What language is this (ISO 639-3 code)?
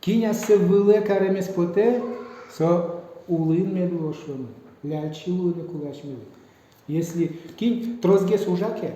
udm